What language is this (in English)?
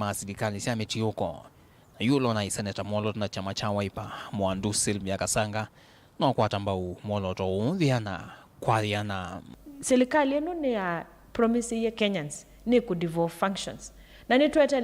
Kamba